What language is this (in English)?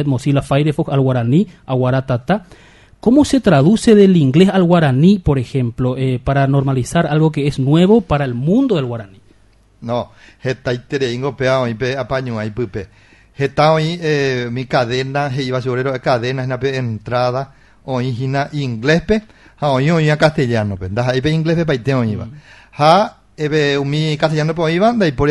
Guarani